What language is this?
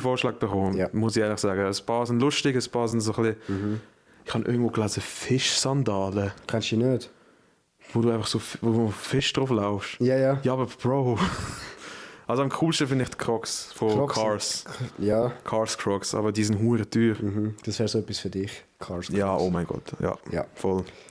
Swiss German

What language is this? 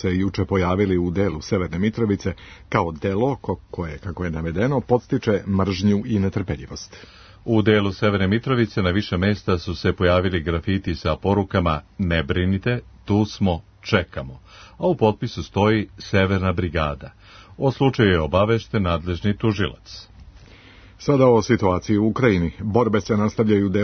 Serbian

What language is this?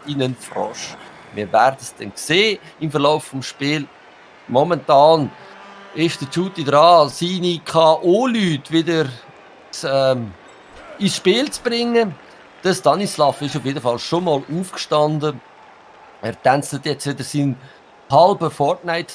Swiss German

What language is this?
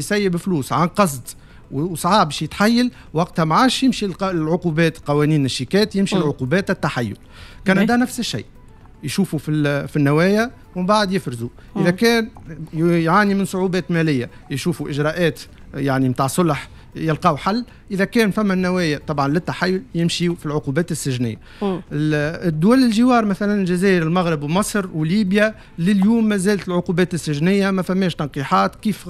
Tunisian Arabic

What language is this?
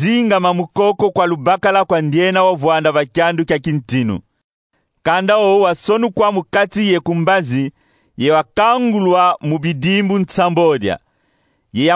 Kongo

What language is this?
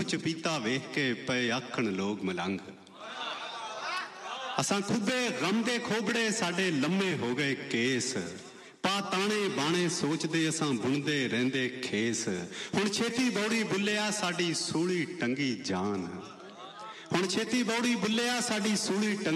Punjabi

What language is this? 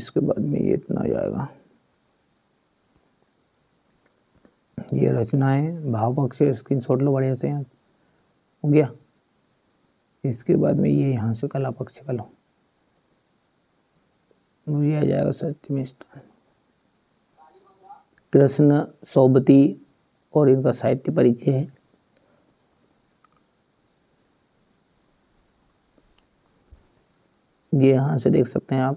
Hindi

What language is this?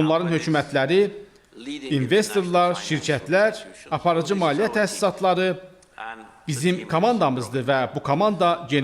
Azerbaijani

